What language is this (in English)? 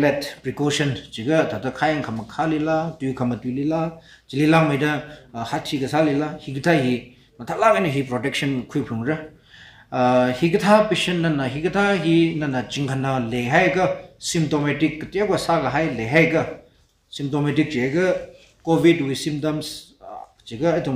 Tangkhul Naga (India)